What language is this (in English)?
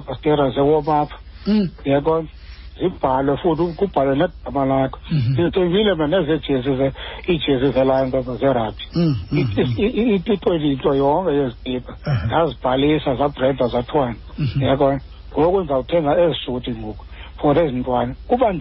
Xhosa